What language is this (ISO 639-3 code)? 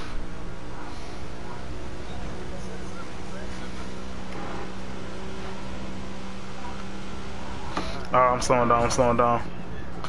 eng